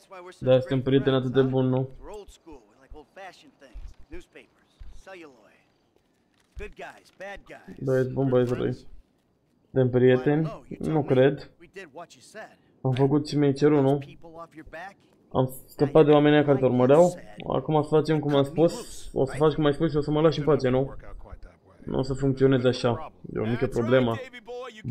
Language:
Romanian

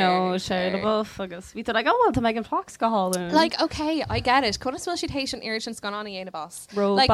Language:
Irish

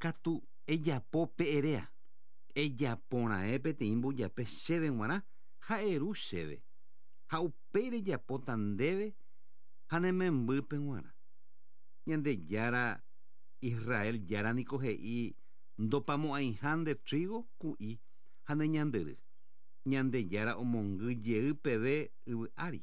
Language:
Guarani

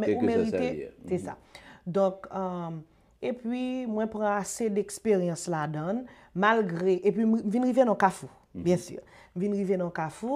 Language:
Haitian Creole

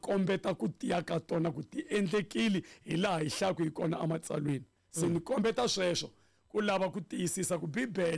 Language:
Tsonga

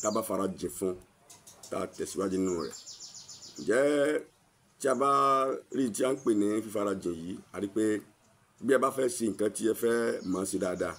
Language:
Yoruba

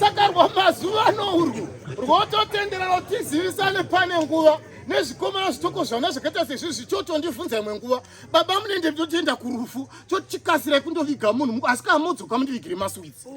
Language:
Shona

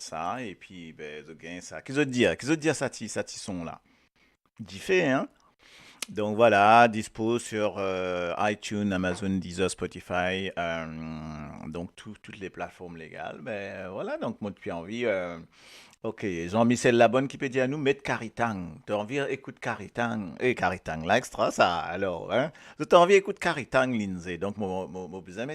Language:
Morisyen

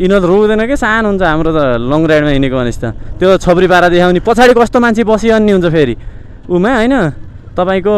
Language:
Nepali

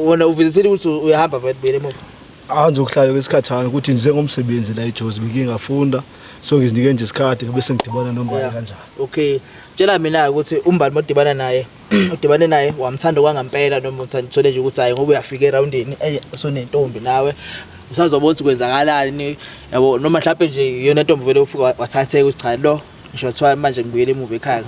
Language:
Zulu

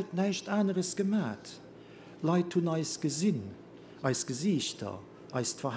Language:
Luxembourgish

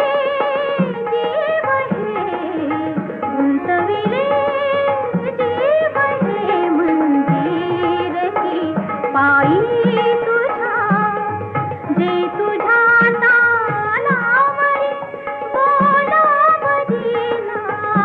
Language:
Marathi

